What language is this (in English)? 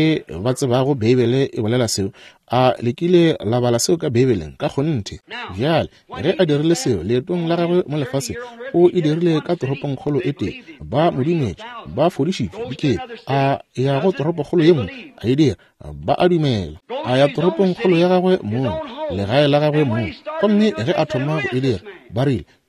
Northern Sotho